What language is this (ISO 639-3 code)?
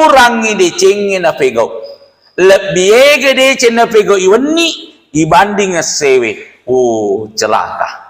bug